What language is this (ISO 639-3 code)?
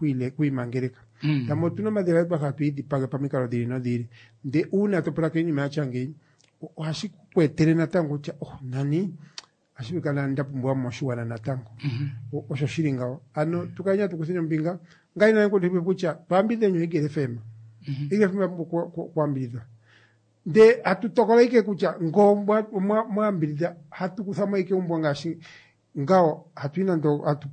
kua